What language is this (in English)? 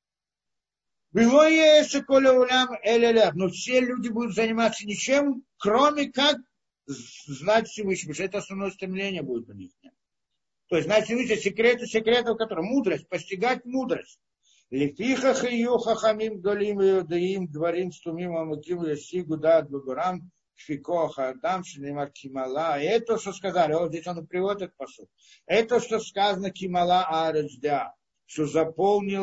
Russian